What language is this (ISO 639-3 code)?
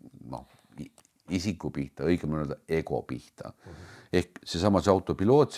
est